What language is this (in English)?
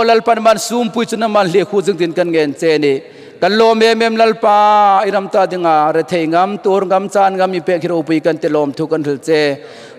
Hmar